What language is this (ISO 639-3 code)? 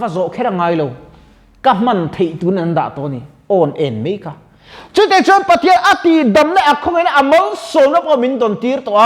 lus